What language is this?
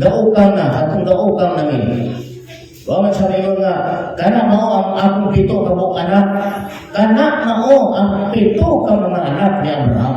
Cebuano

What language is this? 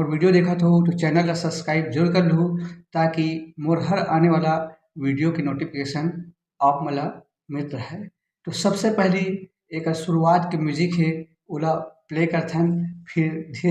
Chhattisgarhi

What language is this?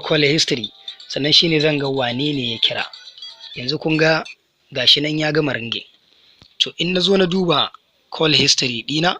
Hausa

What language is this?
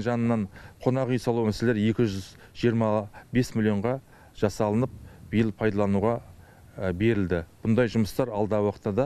Kazakh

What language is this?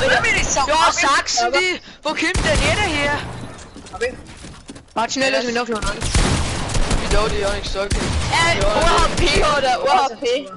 Bavarian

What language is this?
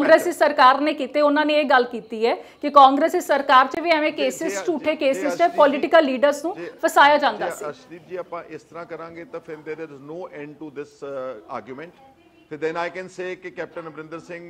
Punjabi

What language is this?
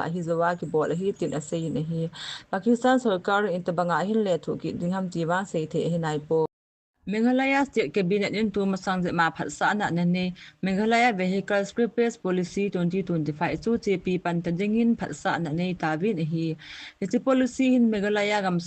Thado Chin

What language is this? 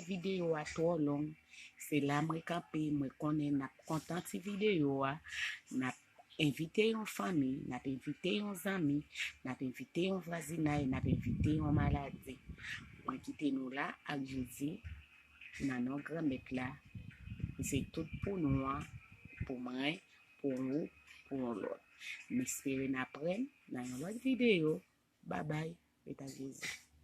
Haitian Creole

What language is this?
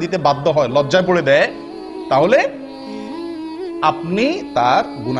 Bangla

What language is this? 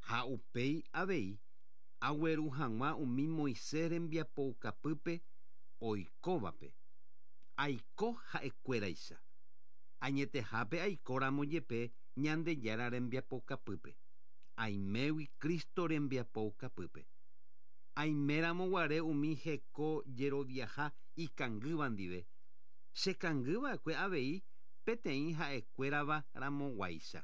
Guarani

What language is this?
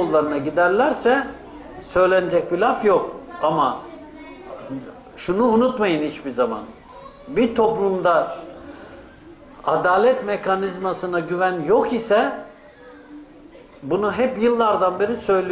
Turkish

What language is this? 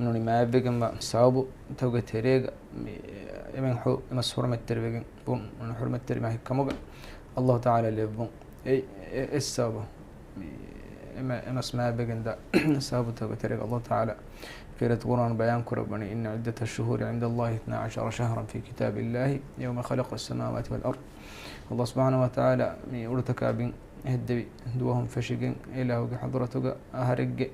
Divehi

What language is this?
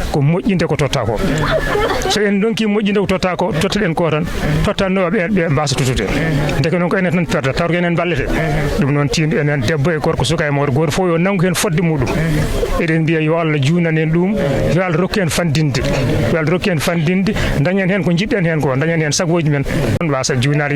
Fula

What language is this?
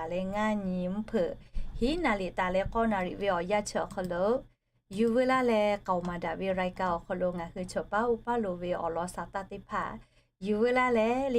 Lahu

